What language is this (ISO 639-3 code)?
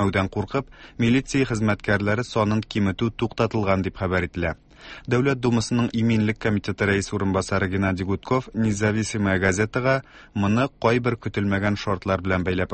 tat